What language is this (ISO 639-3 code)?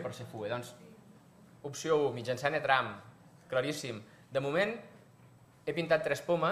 cat